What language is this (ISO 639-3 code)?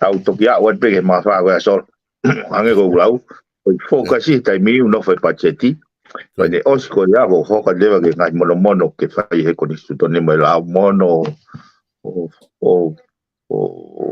ton